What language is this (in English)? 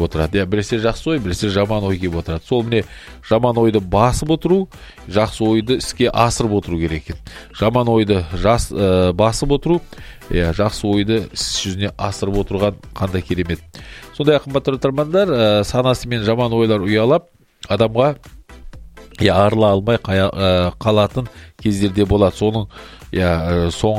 Kazakh